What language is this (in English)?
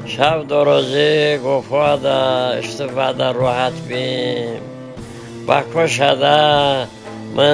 Talysh